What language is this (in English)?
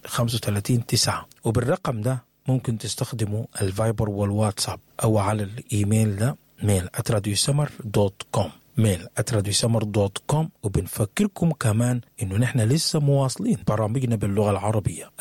Sudanese Arabic